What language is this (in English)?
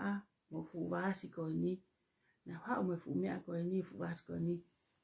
Tongan